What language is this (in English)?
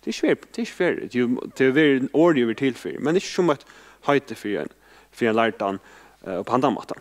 Faroese